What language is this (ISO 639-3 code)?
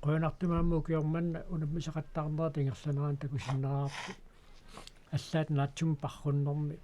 kal